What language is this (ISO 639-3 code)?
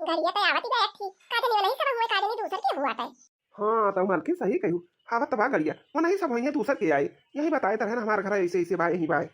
awa